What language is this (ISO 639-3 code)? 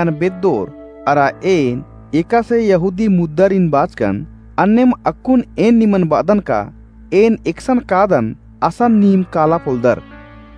kru